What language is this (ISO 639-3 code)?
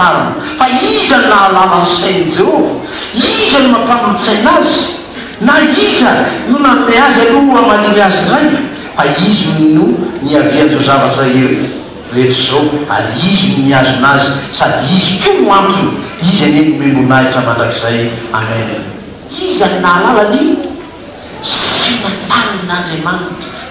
mlg